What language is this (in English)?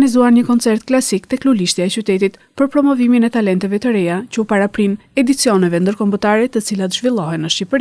Albanian